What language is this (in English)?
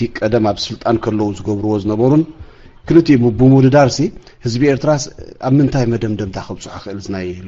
Tigrinya